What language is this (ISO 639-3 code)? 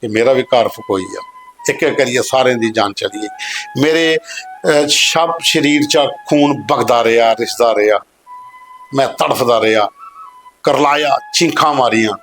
doi